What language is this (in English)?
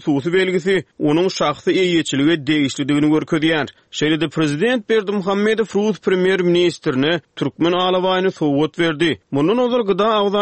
Turkmen